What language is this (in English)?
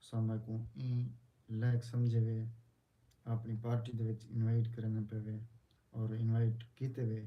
Saraiki